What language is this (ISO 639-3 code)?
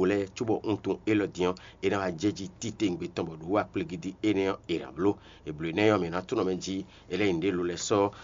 fon